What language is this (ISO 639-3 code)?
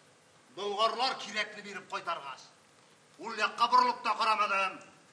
tat